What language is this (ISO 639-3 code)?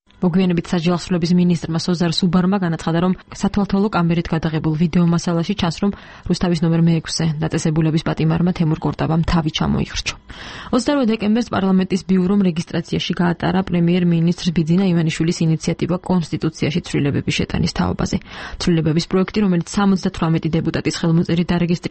kat